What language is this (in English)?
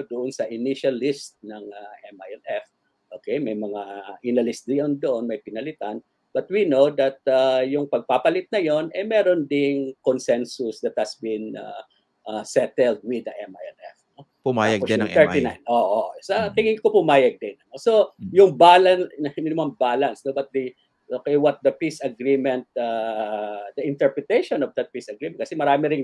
Filipino